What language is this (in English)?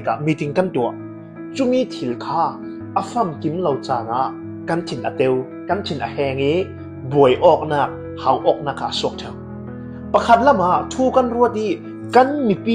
Falam Chin